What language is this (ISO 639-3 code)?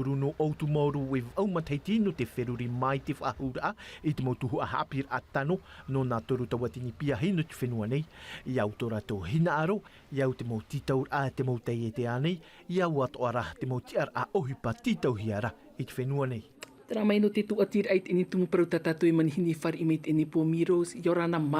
tah